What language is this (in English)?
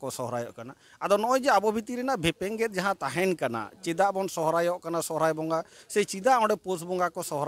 Santali